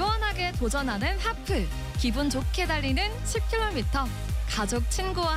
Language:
Korean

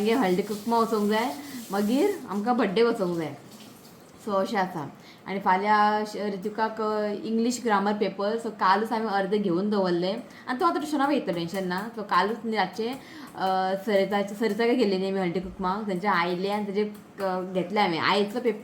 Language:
Konkani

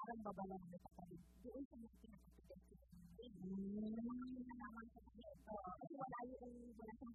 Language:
Filipino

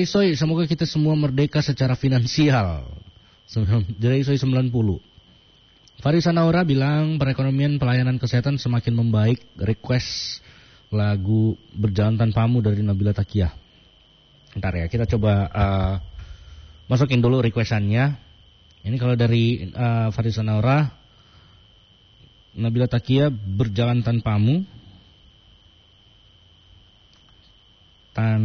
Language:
Indonesian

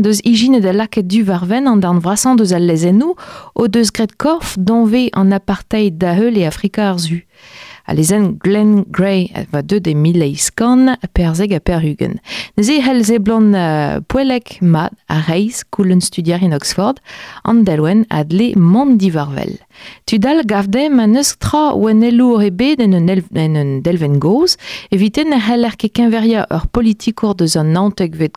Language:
Breton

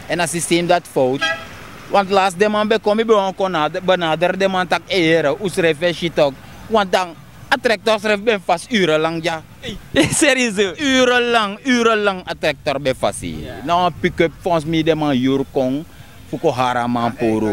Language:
Sranan Tongo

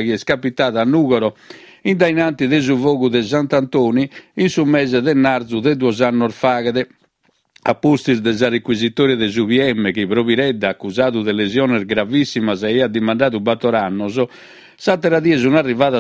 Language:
Sardinian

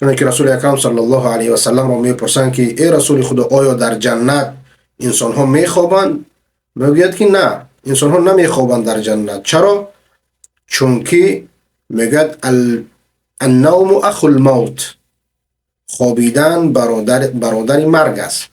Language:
Persian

